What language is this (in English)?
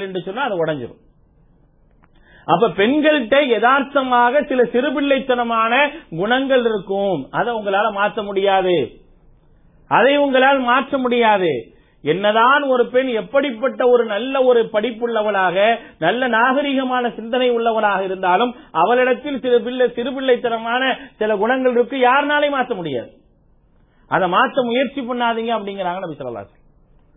Tamil